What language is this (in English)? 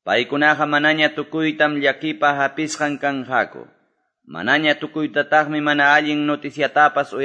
Quechua